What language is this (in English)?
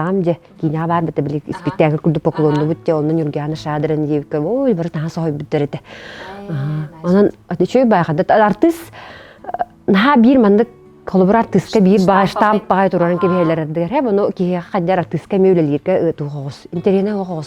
Yakut